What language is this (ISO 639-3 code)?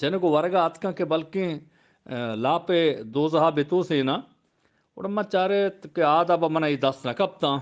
bgp